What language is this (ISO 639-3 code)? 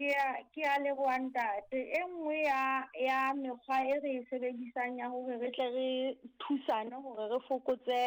sot